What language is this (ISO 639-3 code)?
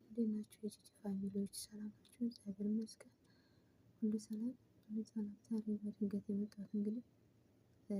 amh